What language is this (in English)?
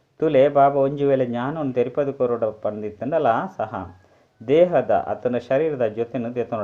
Tulu